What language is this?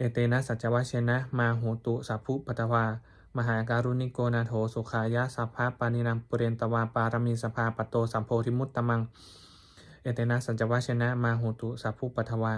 Pali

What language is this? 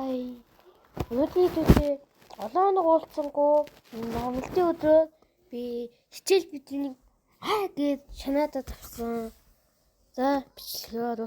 Mongolian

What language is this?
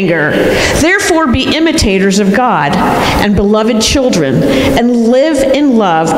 English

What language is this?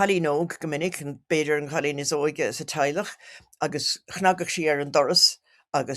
Irish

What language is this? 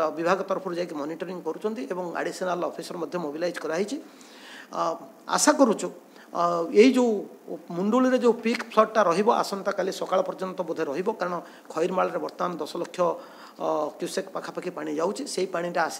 Odia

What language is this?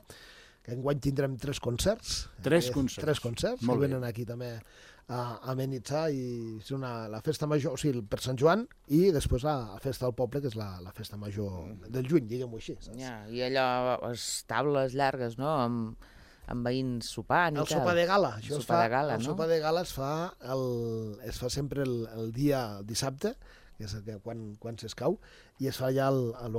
Catalan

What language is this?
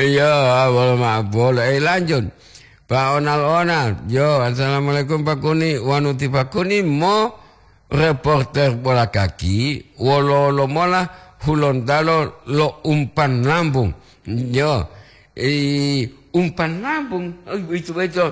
Gorontalo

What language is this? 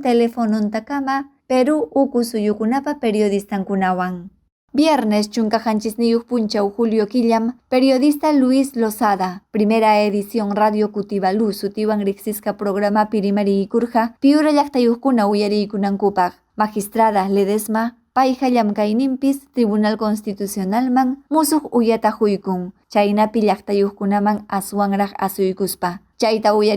Ayacucho Quechua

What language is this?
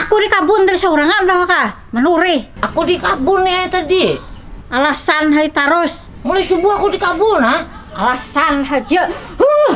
Banjar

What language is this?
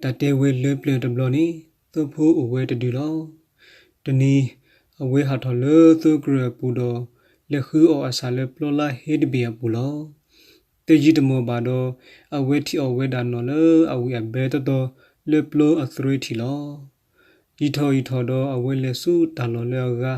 S'gaw Karen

